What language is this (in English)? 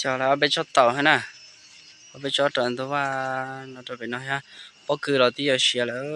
Hmong